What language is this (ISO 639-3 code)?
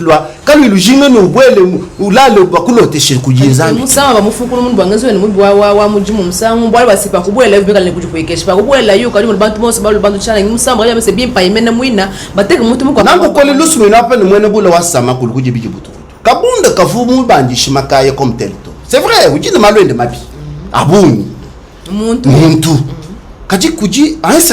lua